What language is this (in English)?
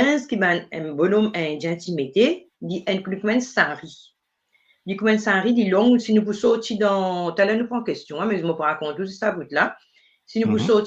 Morisyen